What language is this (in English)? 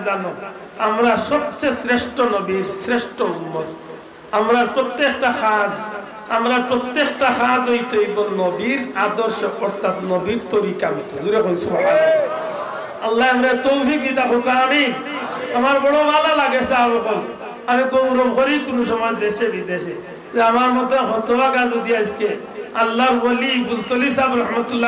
Sylheti